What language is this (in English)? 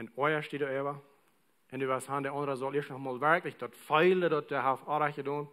Plautdietsch